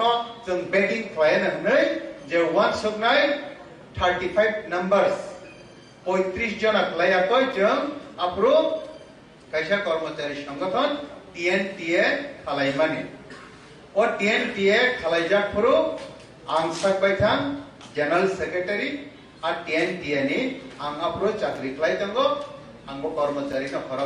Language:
Kok Borok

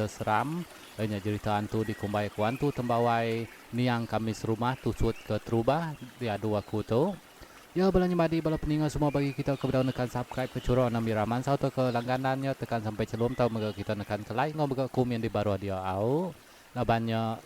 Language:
Iban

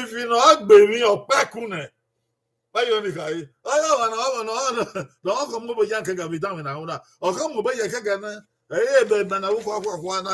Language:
Bini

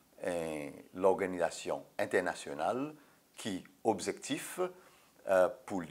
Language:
Seselwa Creole French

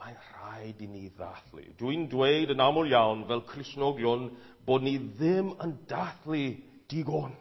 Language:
Welsh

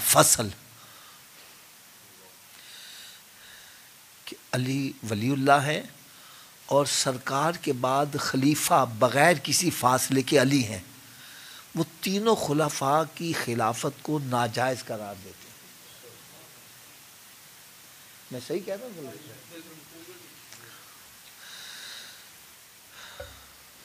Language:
Urdu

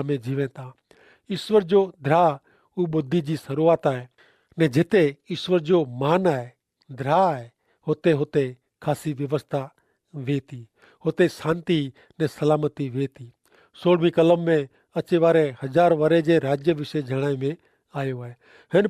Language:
Kachhi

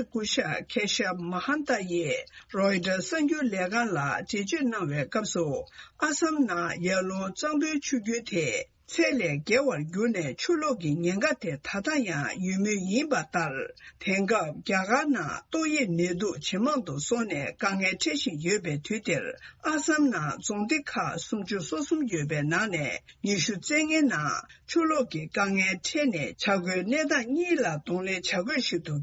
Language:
Tibetan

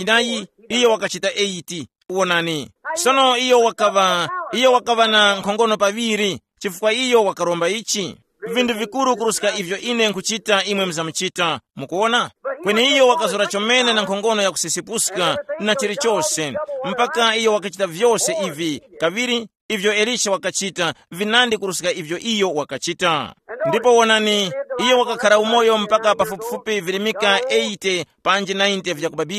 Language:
Tumbuka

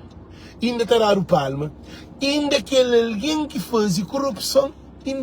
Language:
Kabuverdianu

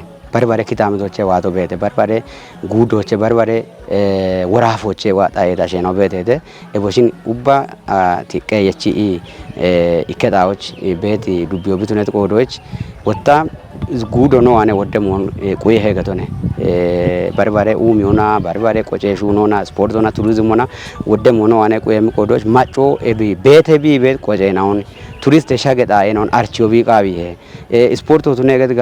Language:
Kafa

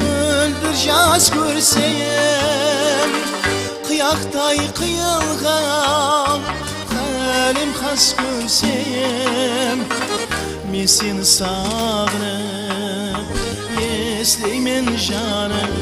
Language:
Kara-Kalpak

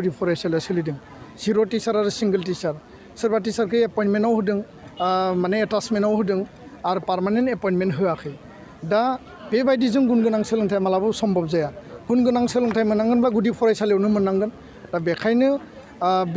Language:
Bodo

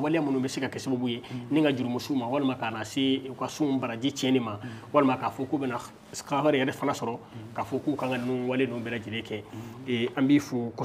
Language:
Bambara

